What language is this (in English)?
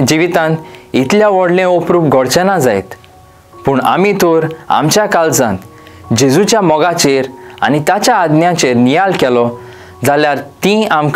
Konkani